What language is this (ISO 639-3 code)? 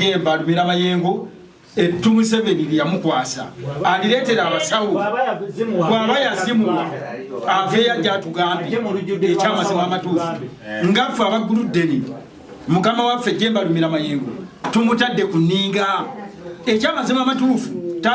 lug